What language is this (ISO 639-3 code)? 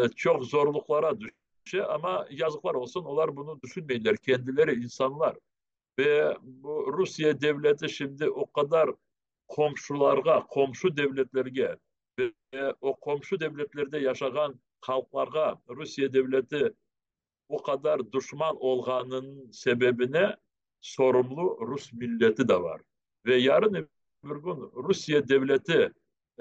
crh